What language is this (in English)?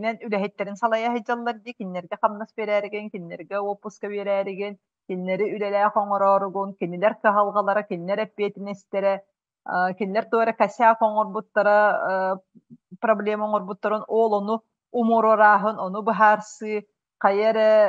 Yakut